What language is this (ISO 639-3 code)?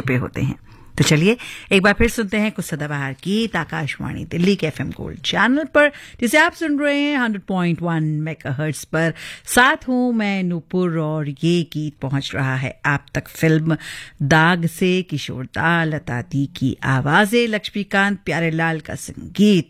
hin